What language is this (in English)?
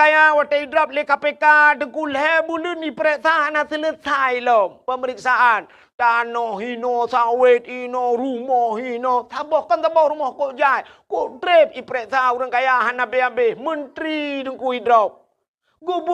Achinese